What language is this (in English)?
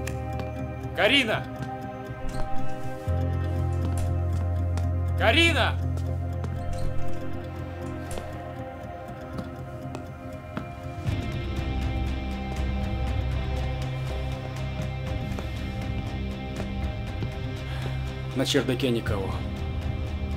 Russian